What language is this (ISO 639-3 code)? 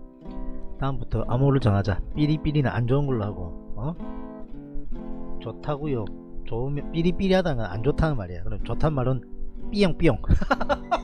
kor